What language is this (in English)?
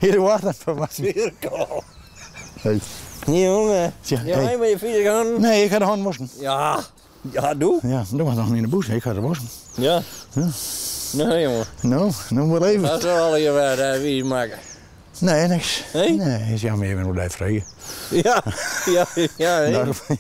Western Frisian